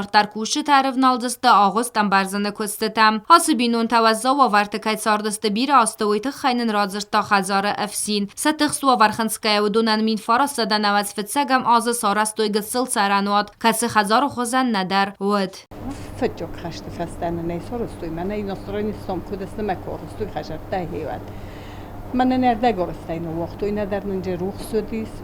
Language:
Ossetic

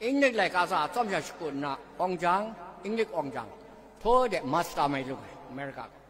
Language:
Kachin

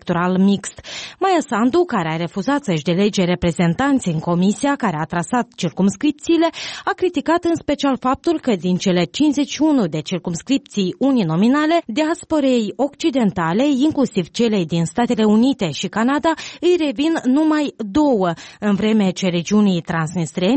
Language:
Romanian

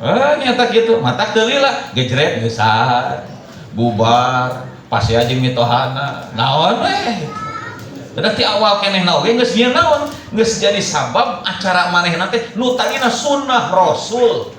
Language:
Sundanese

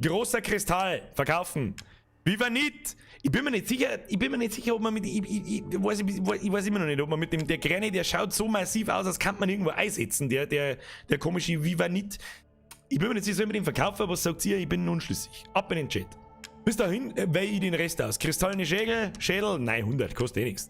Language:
Bavarian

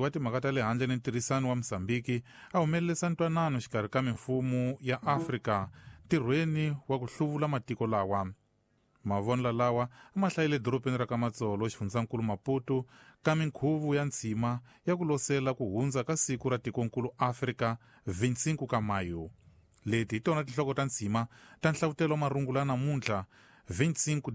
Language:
Tsonga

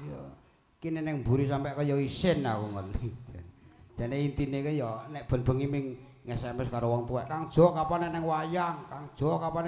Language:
Javanese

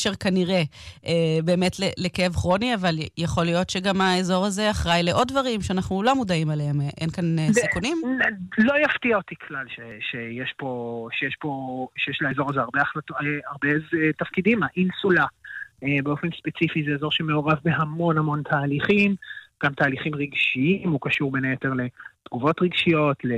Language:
Hebrew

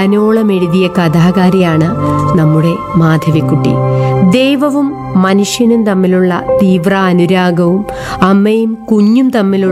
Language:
Malayalam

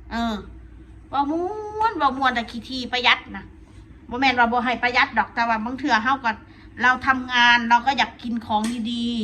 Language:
Northeastern Thai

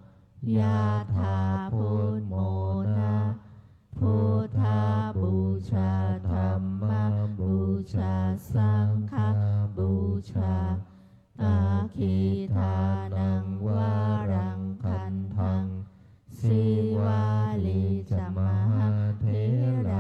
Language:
Pali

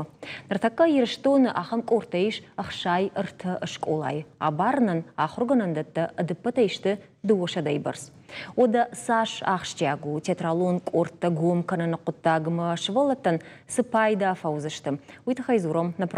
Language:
Ossetic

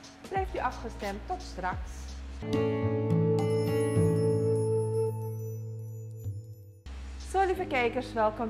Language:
Dutch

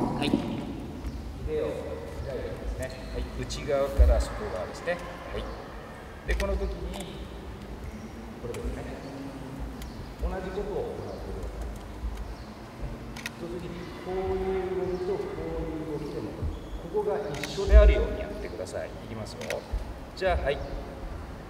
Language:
Japanese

